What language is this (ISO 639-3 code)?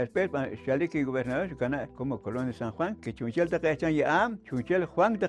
poh